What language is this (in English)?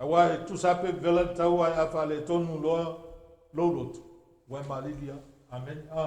Samoan